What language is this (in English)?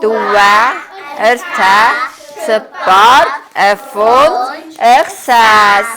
Ossetic